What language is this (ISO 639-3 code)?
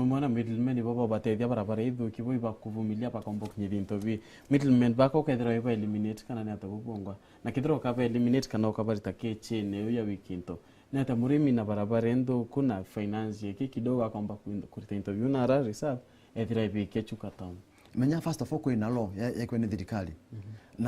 mer